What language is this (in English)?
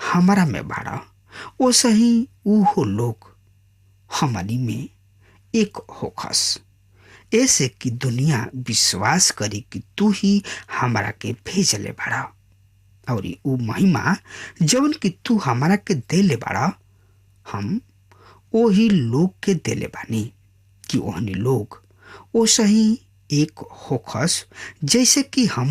Bhojpuri